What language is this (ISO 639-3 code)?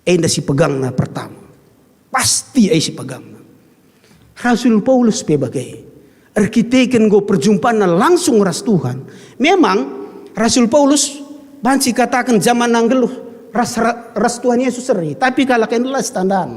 btx